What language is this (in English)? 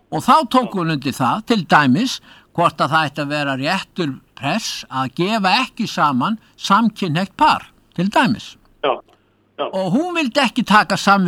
Icelandic